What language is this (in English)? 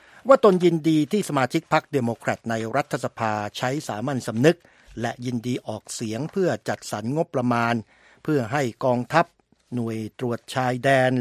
Thai